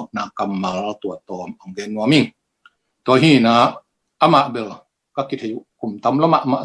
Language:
Tedim Chin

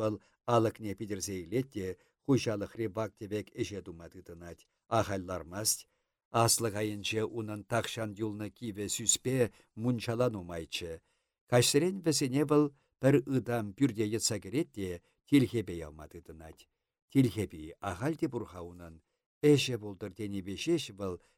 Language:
Chuvash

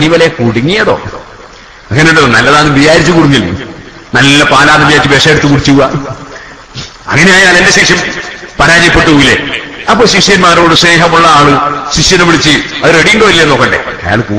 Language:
Malayalam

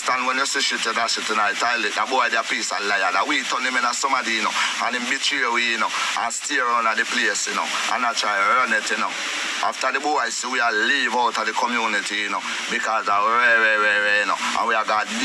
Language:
Jamaican Creole English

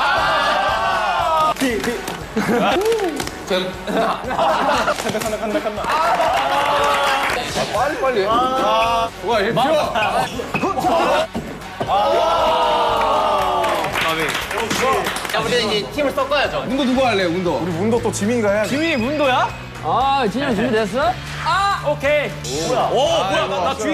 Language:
Korean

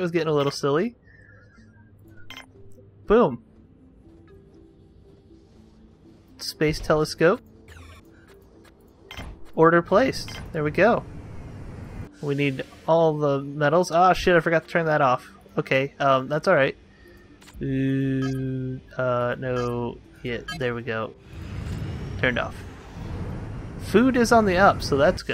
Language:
English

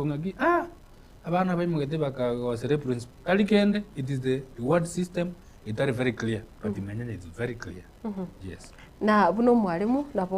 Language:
Gusii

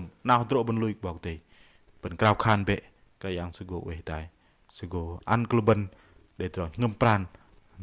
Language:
Bahnar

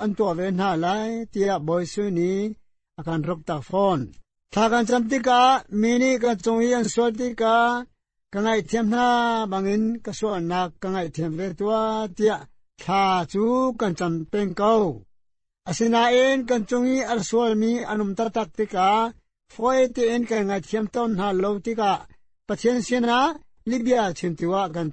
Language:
Hakha Chin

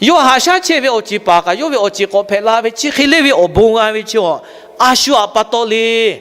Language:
Lahu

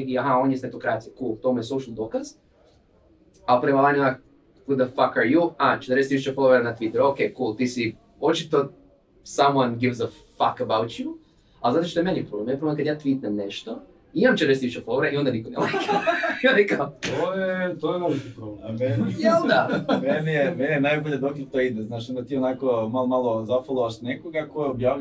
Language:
Croatian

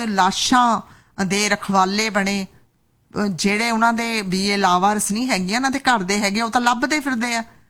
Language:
Punjabi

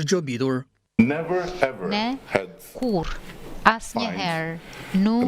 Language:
Albanian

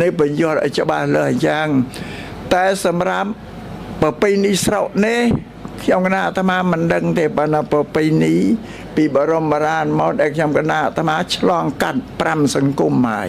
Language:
Khmer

